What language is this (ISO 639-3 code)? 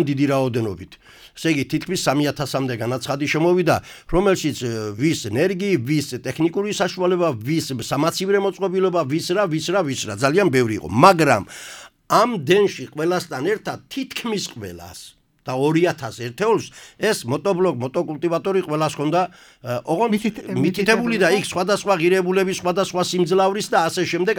kat